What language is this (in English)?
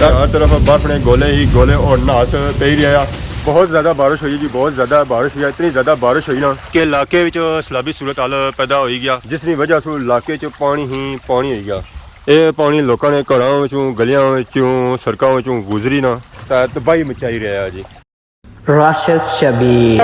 Pahari-Potwari